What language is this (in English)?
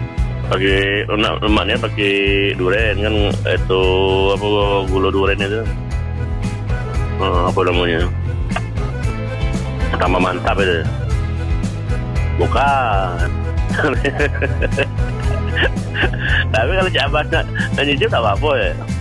Malay